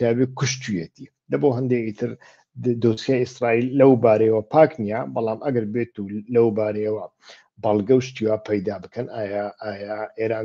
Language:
Central Kurdish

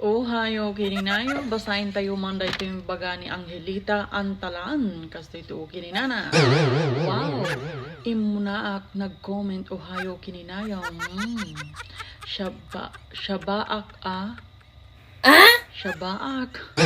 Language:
Iloko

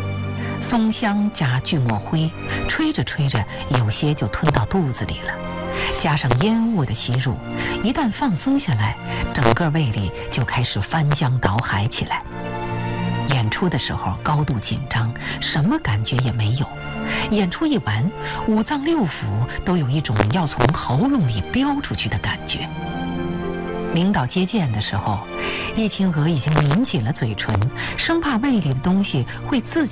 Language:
Chinese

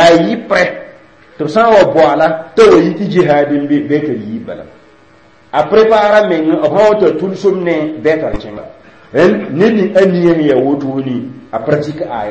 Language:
Mossi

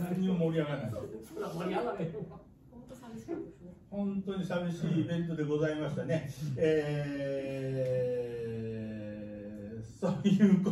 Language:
Japanese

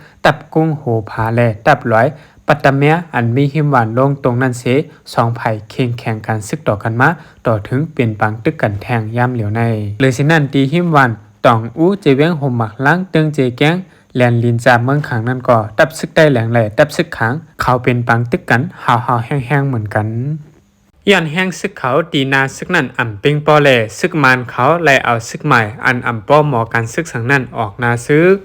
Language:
Shan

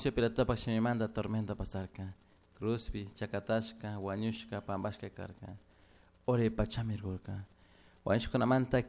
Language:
Chimborazo Highland Quichua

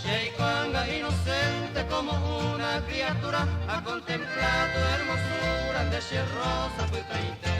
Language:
Guarani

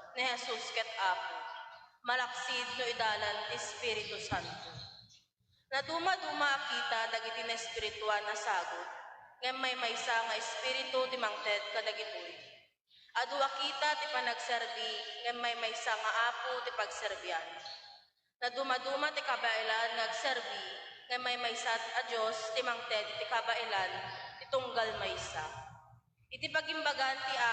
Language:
Iloko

